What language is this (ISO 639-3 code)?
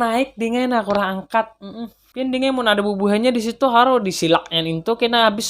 bjn